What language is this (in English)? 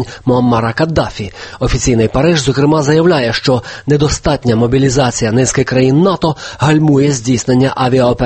Ukrainian